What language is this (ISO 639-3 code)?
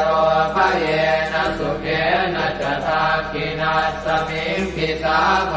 pli